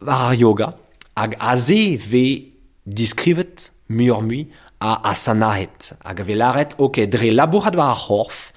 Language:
Breton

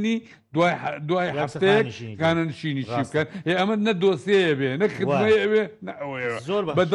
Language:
Central Kurdish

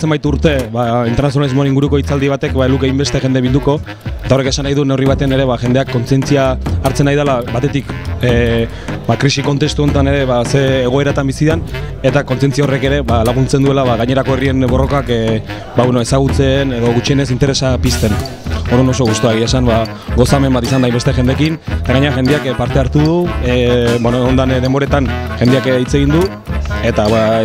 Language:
Basque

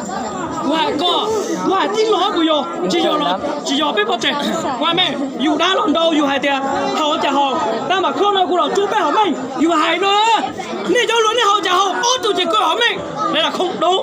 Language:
Hmong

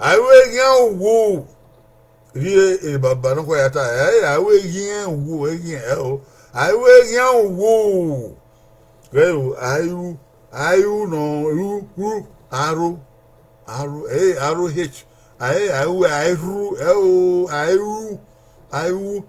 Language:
Bini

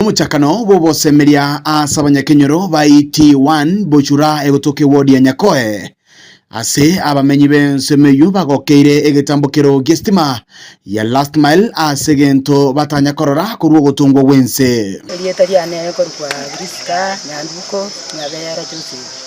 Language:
Gusii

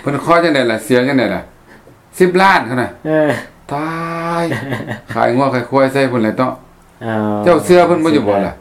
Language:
Lao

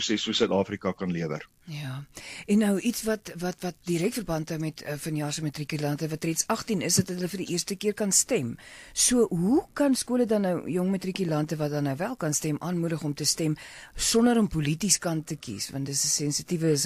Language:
Afrikaans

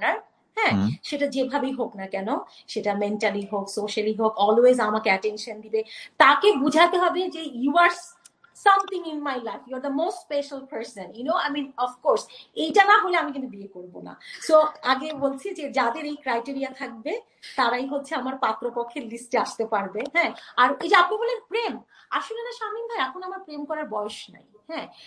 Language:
Bangla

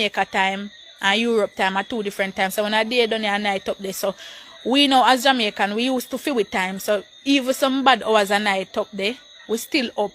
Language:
Jamaican Creole English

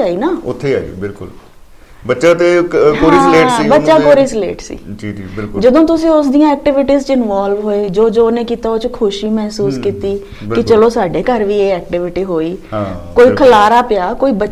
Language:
Punjabi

